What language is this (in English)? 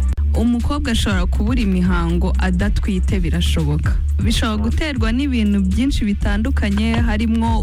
Kinyarwanda